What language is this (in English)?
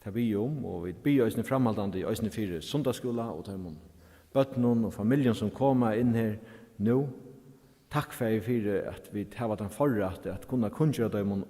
Faroese